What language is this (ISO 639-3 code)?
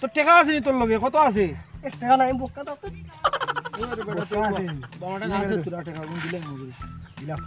syl